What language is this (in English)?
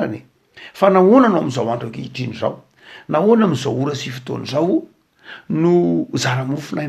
Malagasy